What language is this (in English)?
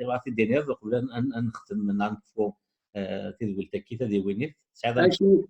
Kabyle